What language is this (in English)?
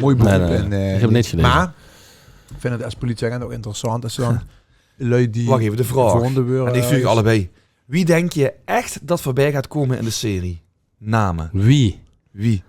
Limburgish